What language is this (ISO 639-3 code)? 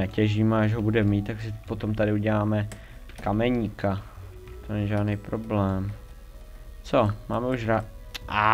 ces